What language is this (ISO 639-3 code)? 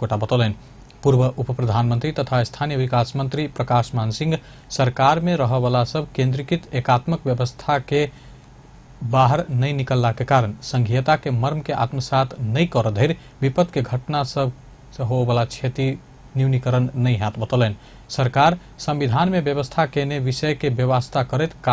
mai